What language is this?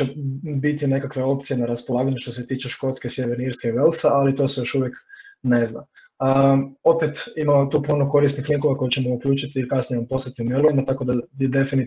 Croatian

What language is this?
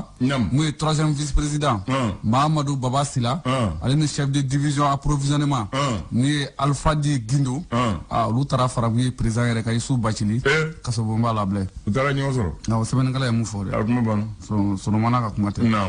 Bambara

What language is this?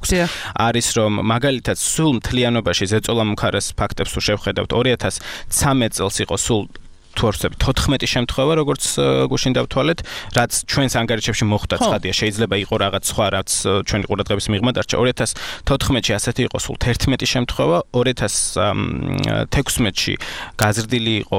Georgian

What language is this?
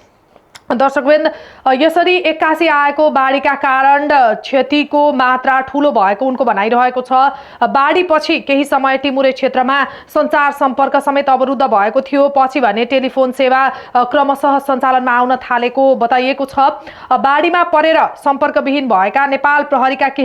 Nepali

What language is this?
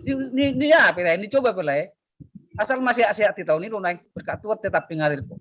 Batak Toba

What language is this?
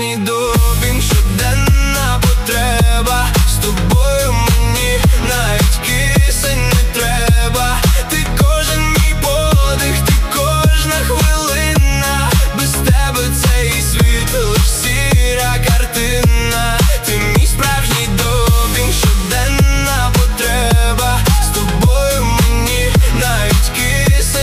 Ukrainian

